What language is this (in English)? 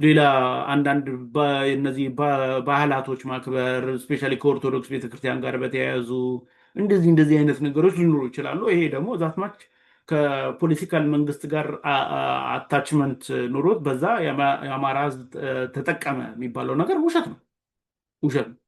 Amharic